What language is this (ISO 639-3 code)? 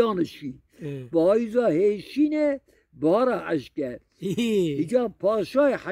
kur